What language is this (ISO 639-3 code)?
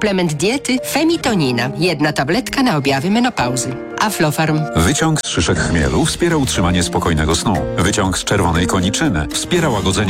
pol